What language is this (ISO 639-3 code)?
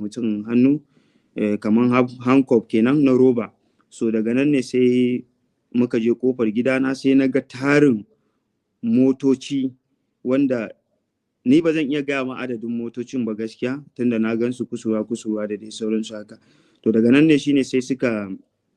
hau